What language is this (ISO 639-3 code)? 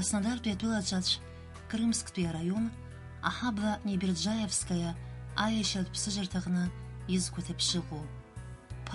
abk